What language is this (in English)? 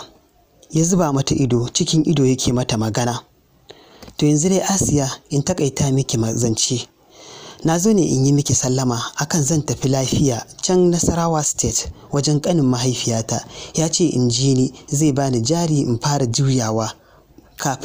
Hausa